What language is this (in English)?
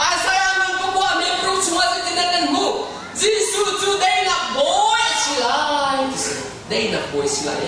Hakha Chin